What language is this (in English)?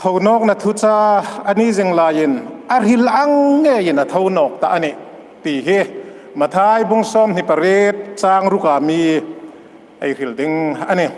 Hmar